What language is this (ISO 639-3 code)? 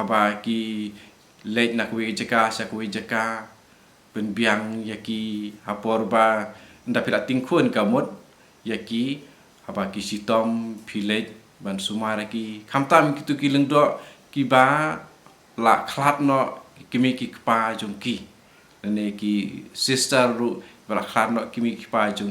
kha